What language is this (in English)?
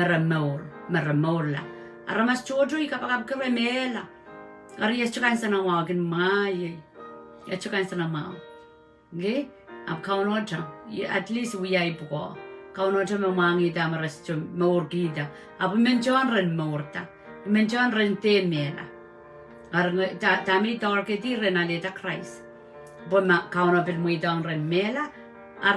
Pohnpeian